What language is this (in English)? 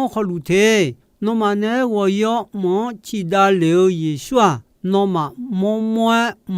Akha